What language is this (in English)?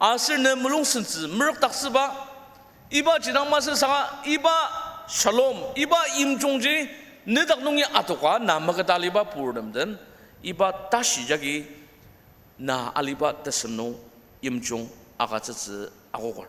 Ao Naga